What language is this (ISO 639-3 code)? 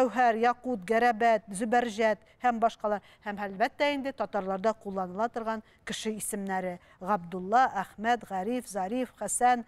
tat